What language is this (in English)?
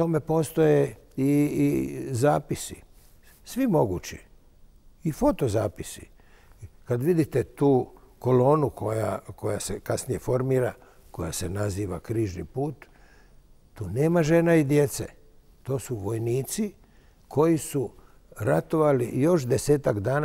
Croatian